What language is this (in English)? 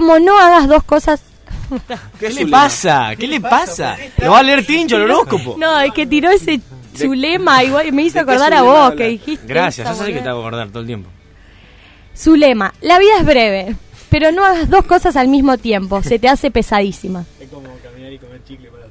Spanish